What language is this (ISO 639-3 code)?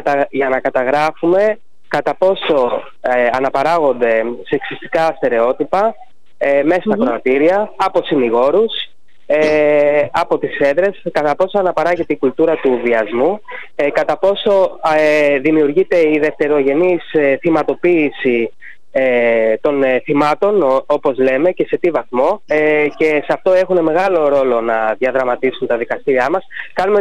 ell